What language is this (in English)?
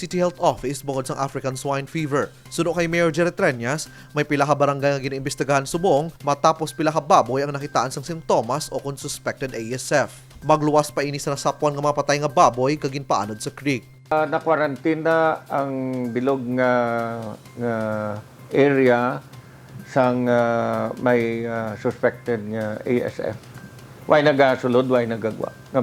Hiligaynon